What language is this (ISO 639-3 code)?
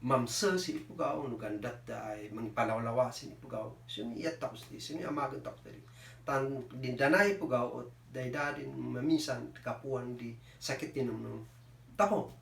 kne